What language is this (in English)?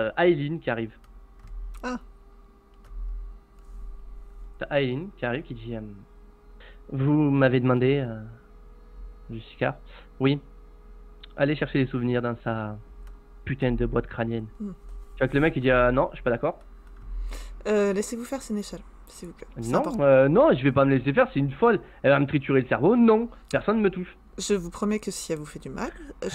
French